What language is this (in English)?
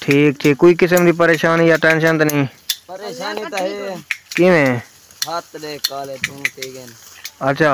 Saraiki